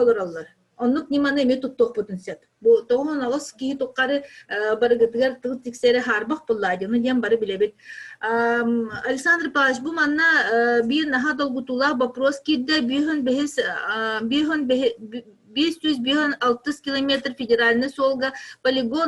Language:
Yakut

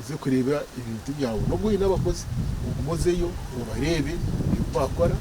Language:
Nyankole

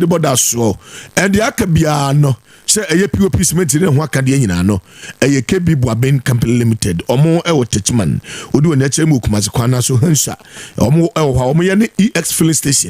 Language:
Akan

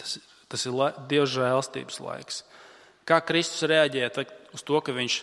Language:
Latvian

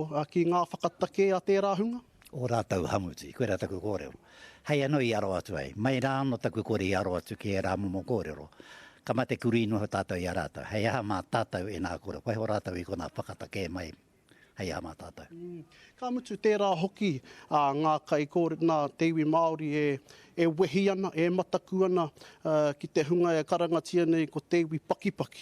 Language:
Māori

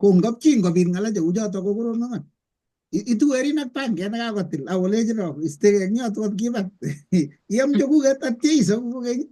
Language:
Kalenjin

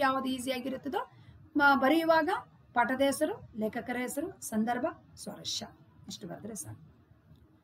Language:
Kannada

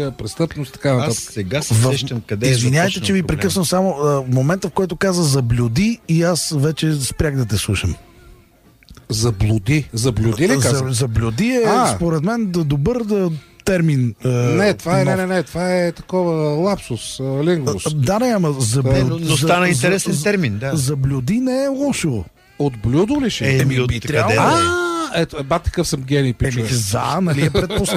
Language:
Bulgarian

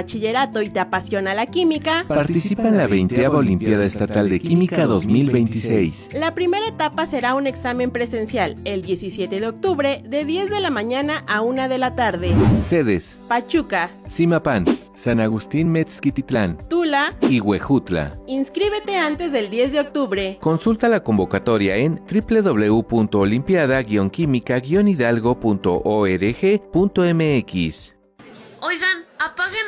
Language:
Spanish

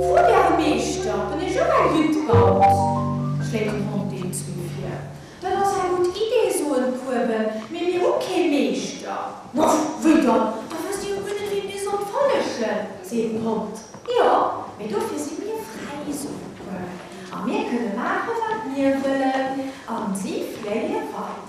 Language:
Luxembourgish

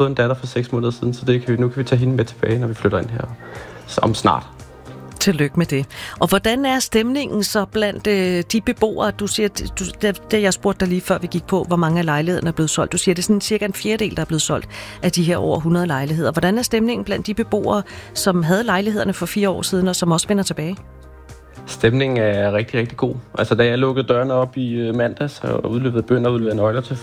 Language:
Danish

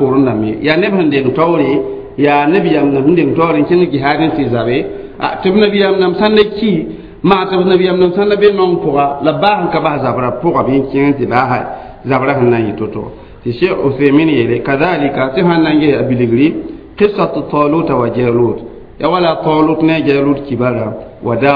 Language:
Mossi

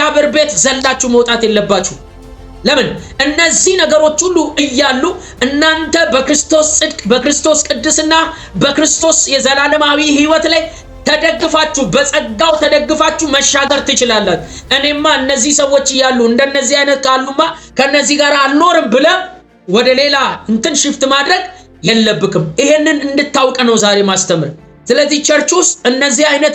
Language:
Amharic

